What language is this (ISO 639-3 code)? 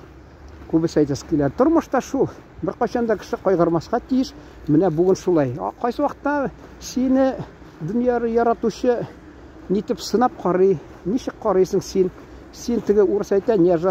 tat